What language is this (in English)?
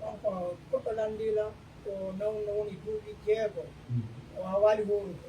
Pular